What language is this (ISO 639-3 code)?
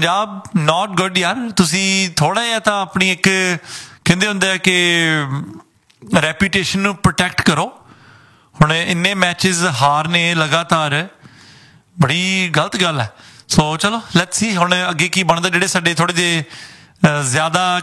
pan